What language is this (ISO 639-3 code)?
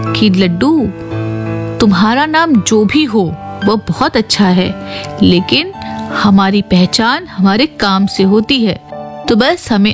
hin